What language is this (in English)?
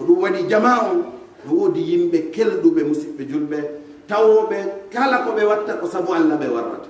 Pular